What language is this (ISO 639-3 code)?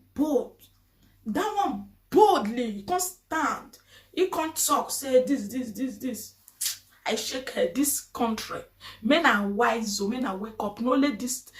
pcm